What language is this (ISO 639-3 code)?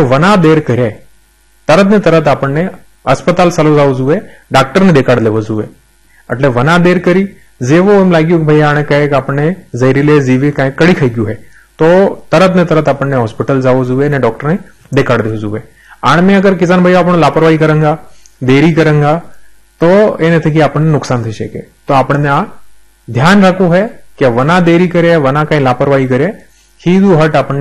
guj